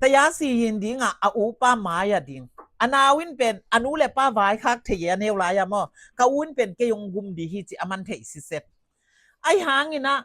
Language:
Tedim Chin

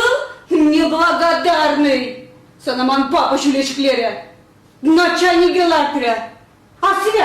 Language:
Chuvash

